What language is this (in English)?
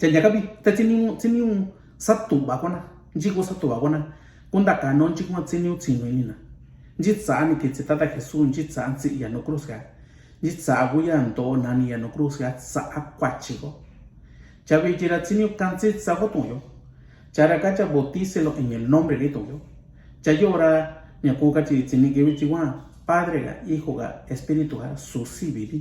Mixtepec Mixtec